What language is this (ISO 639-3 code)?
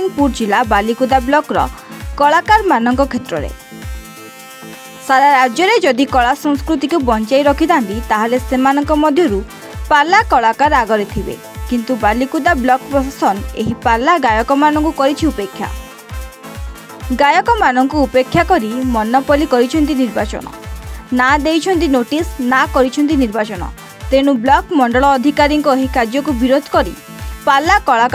ori